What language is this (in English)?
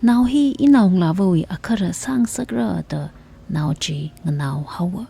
Tangkhul Naga (India)